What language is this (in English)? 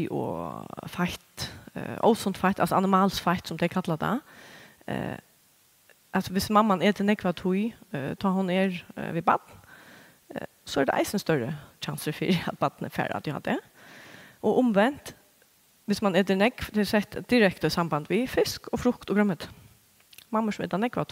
Faroese